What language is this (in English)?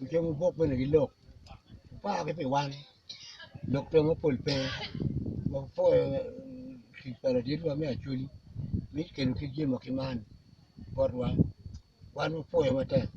Acoli